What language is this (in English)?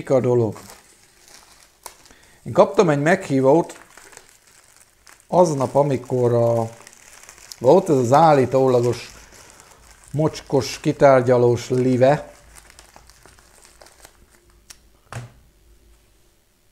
Hungarian